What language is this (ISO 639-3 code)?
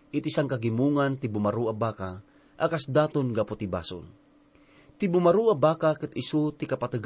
ilo